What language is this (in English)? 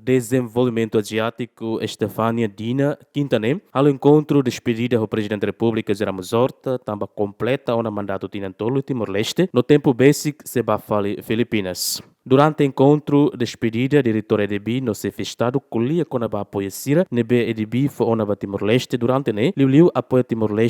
Tetum